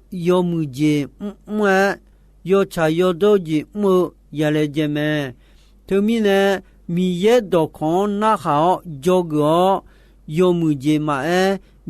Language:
Akha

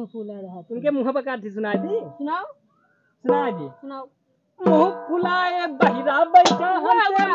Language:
Awadhi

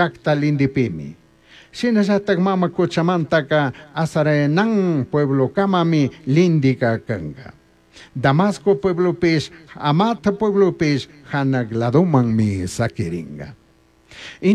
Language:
Chimborazo Highland Quichua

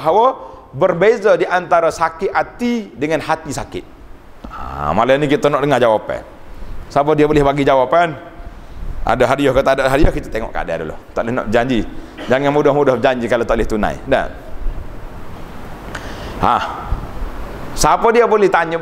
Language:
Malay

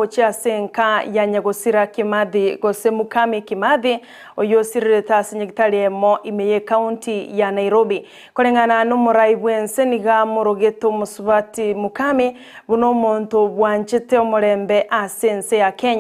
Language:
Gusii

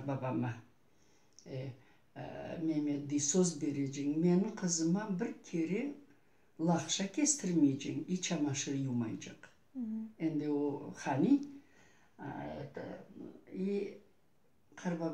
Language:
Crimean Tatar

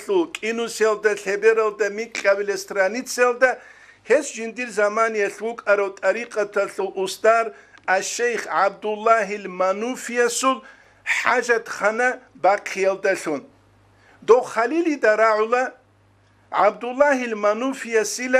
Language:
Avaric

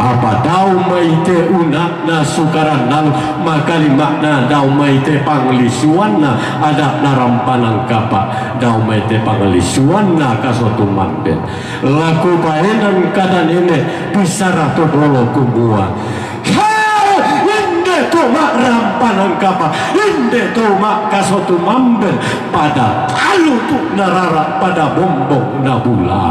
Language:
Toraja-Sa'dan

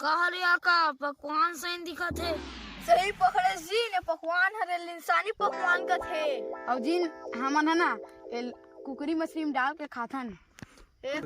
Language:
Chhattisgarhi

